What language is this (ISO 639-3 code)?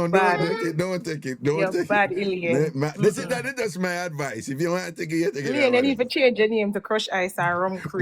jam